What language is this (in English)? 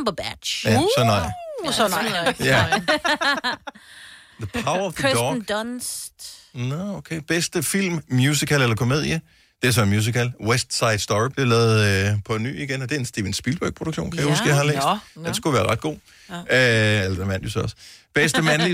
Danish